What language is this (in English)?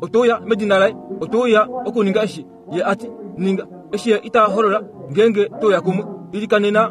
Kuanyama